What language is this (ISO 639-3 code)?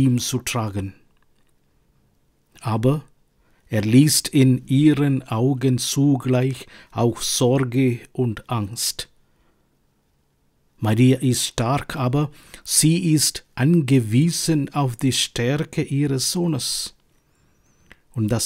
deu